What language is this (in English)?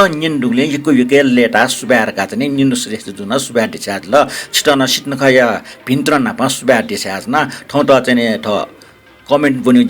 Newari